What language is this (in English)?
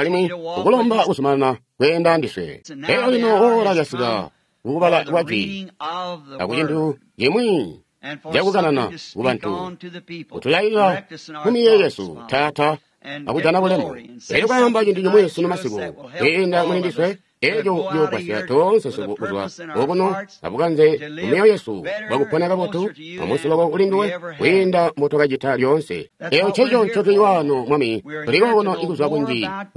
Tonga (Zambia)